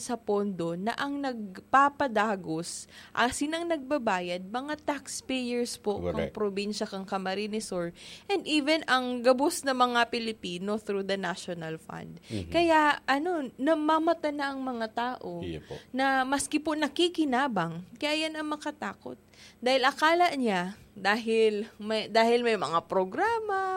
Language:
Bikol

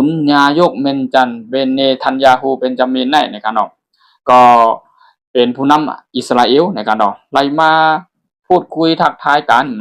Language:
Shan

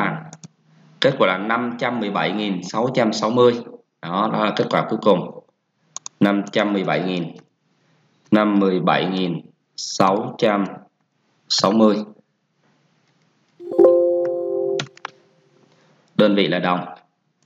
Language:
Vietnamese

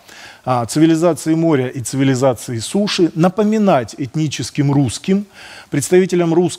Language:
Russian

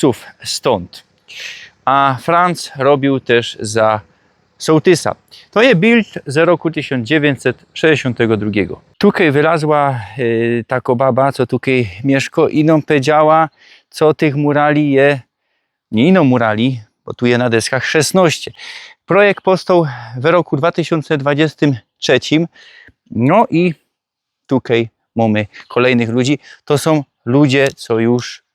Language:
Silesian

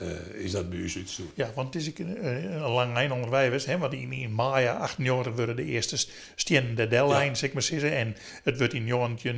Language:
Western Frisian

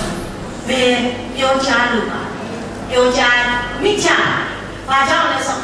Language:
Burmese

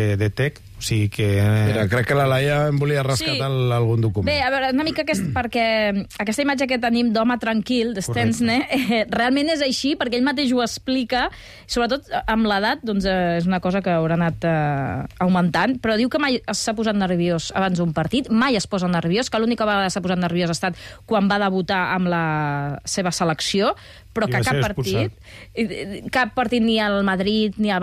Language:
Catalan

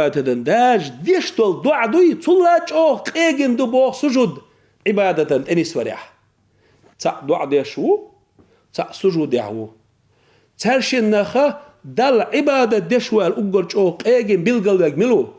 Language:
Chechen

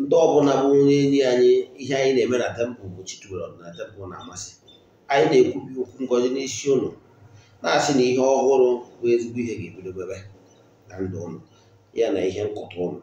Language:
Igbo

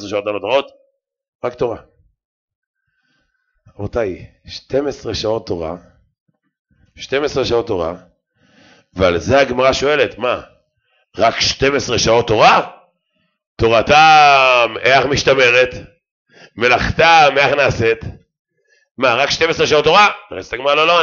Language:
Hebrew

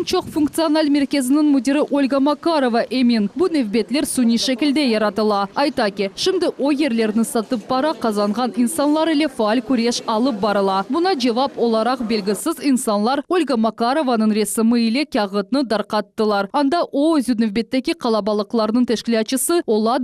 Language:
Crimean Tatar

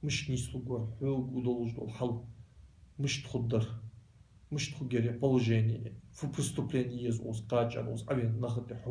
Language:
Ingush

